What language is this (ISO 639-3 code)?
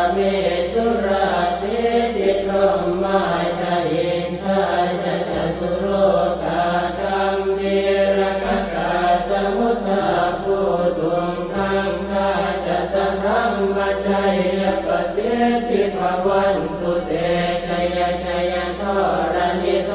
pli